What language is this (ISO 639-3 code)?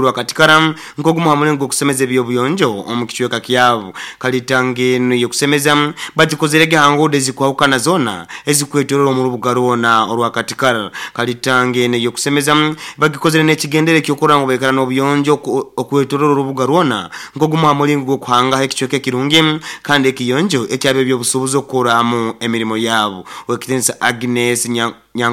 nyo